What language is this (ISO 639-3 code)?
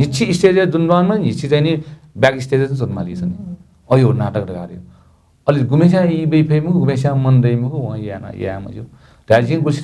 new